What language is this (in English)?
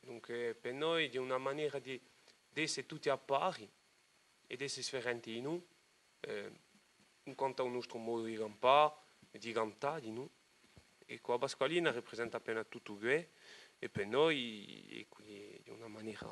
Corsican